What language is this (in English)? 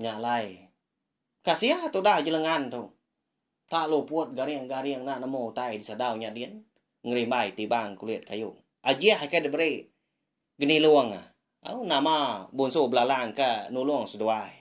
Iban